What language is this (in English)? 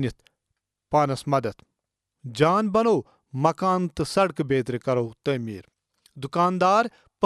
Kashmiri